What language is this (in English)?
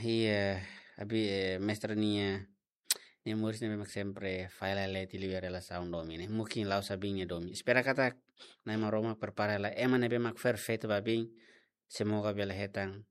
Tetum